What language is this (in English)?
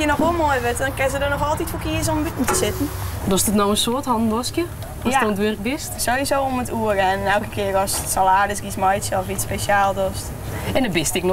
Western Frisian